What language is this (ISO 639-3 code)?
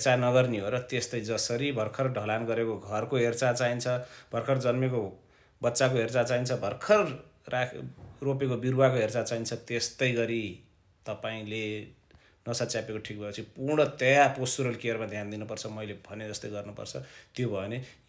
nep